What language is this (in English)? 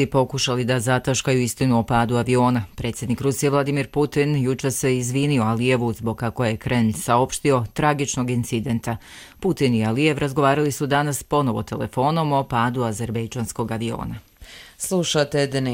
Croatian